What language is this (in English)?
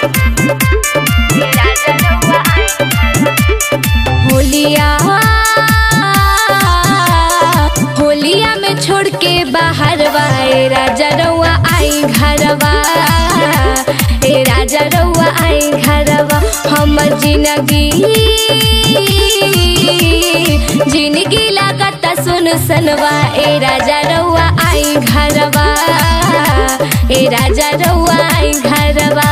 Bhojpuri